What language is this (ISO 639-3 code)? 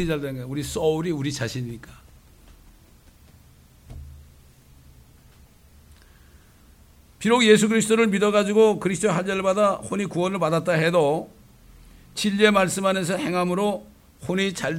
kor